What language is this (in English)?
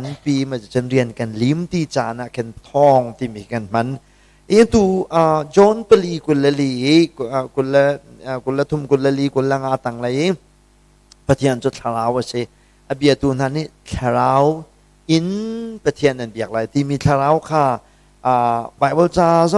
Hakha Chin